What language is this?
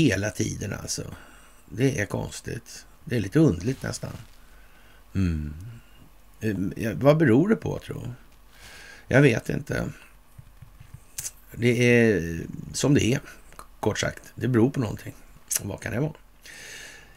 Swedish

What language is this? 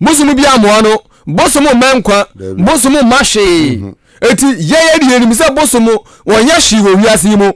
Akan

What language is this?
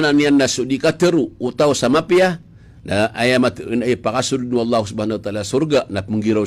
Maranao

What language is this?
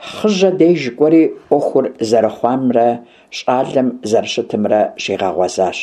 Kabardian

